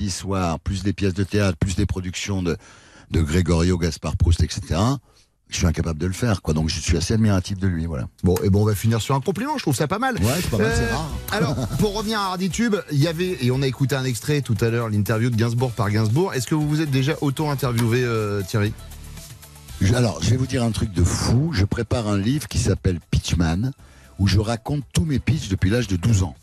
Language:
French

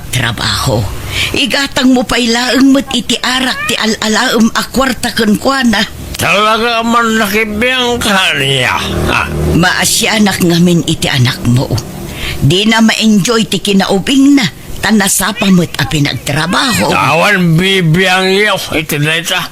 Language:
Iloko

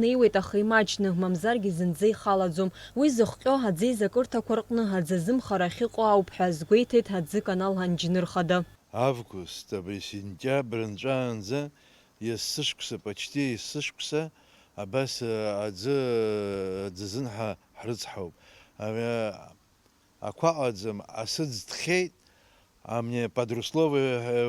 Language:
Abkhazian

